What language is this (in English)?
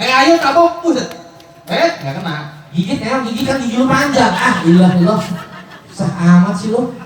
Betawi